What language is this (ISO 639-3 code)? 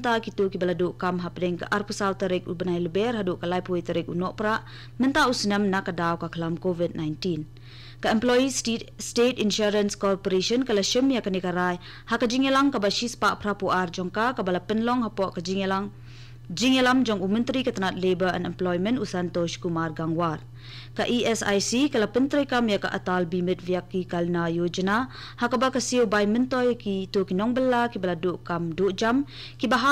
kha